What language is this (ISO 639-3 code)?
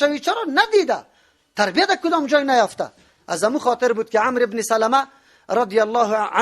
fas